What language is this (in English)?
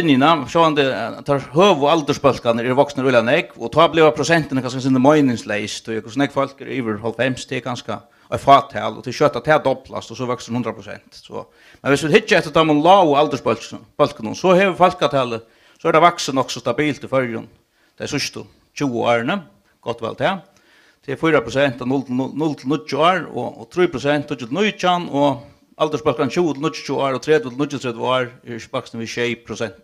Faroese